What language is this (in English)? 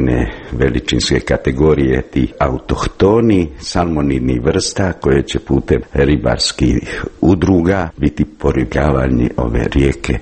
Croatian